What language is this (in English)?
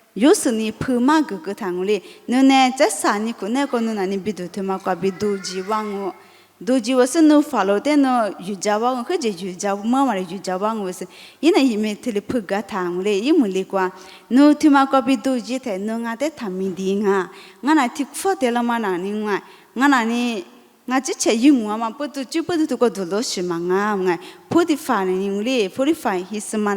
Lisu